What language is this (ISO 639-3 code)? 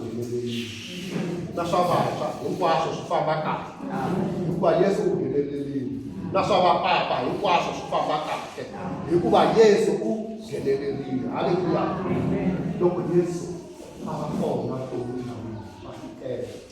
tso